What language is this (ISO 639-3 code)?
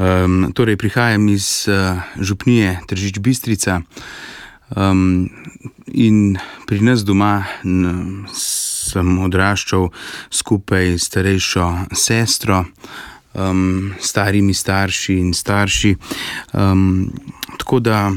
slv